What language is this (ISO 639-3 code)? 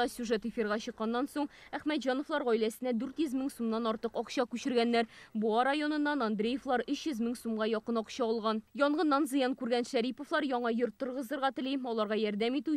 tat